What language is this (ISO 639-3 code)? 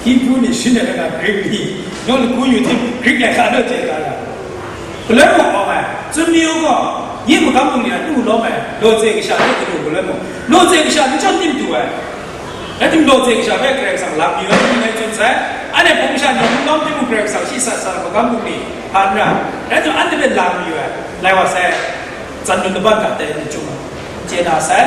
kac